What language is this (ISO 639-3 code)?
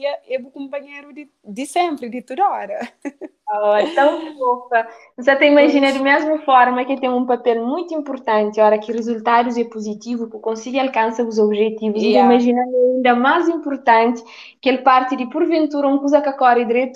kea